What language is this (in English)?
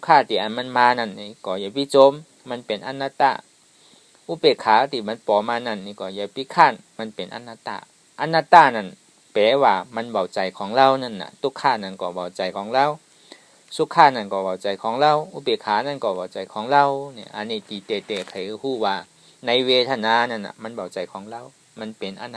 Shan